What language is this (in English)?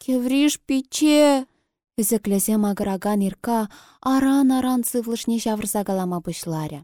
Chuvash